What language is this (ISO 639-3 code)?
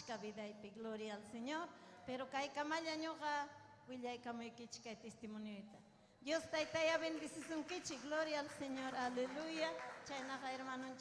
quy